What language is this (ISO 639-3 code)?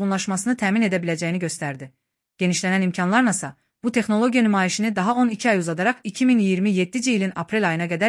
aze